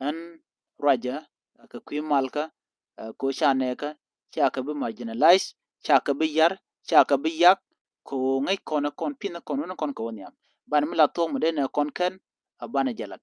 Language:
Nuer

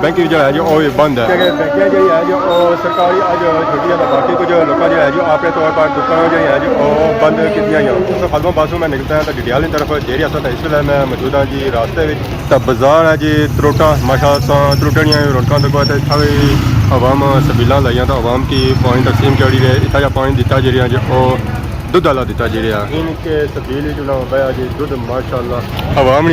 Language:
Pahari-Potwari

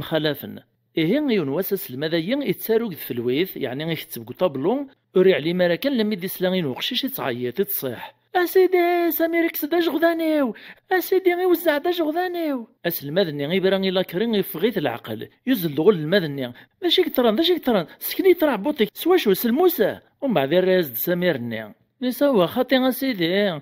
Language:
Kabyle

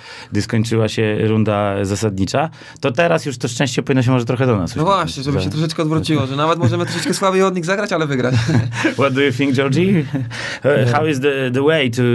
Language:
Polish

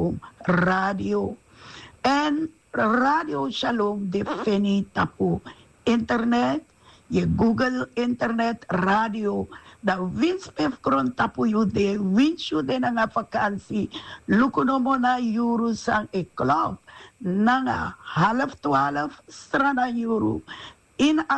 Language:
Sranan Tongo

